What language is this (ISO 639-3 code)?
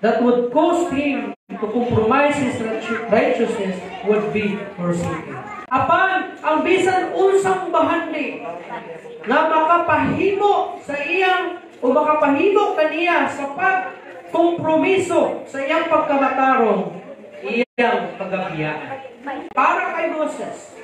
ceb